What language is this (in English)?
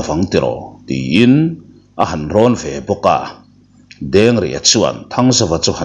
Mizo